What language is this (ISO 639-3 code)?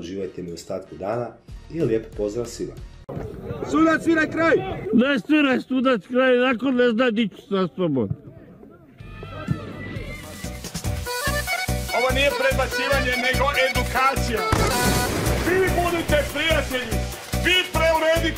hrv